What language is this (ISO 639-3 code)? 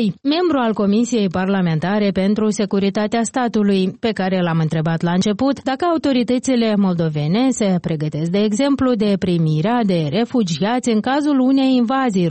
ron